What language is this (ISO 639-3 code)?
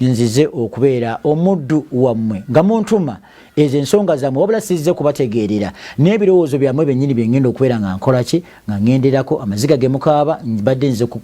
lug